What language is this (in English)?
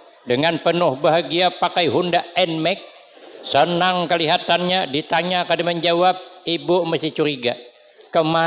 Banjar